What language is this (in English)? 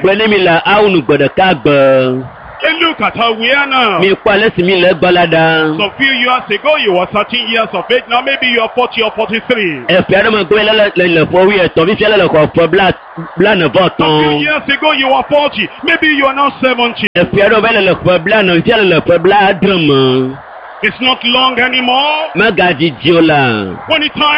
Ewe